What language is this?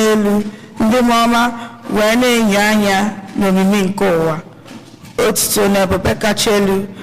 Igbo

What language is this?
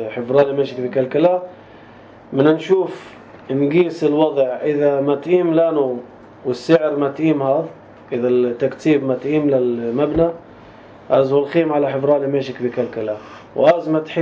North Levantine Arabic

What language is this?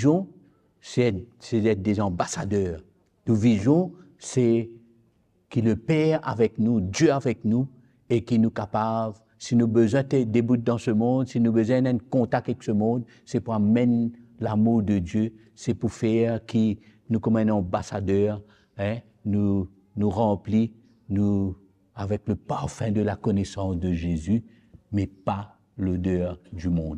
Morisyen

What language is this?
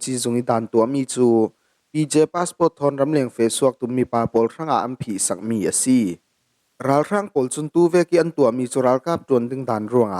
Falam Chin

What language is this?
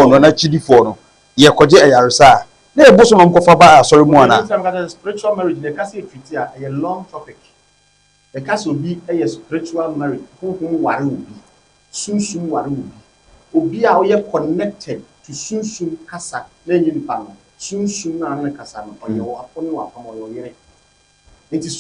Akan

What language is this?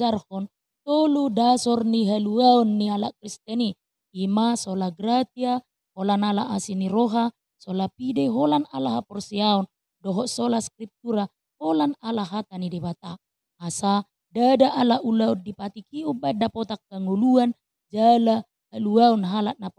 Batak Toba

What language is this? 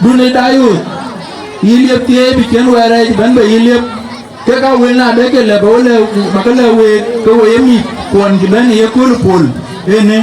Dinka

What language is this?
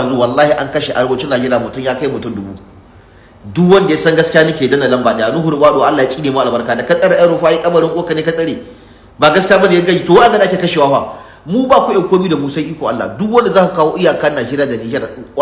Hausa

